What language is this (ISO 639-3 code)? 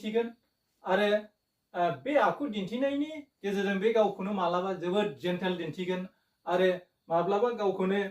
brx